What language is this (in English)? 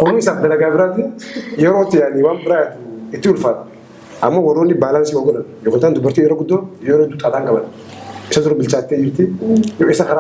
Oromo